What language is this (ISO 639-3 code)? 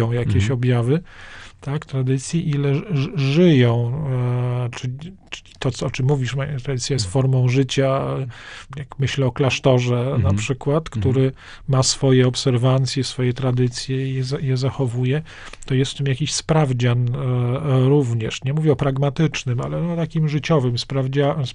pol